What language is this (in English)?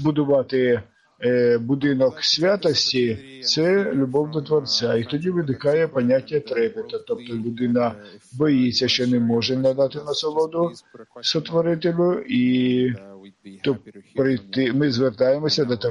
Ukrainian